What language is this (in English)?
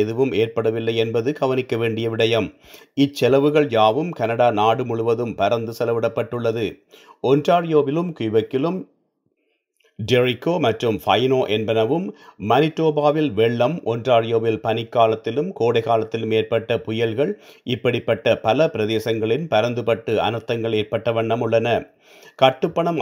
Tamil